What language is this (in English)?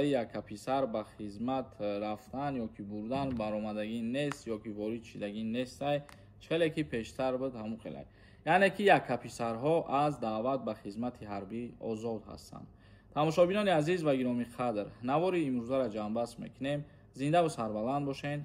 Tajik